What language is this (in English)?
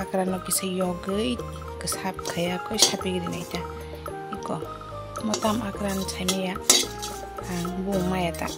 Kok Borok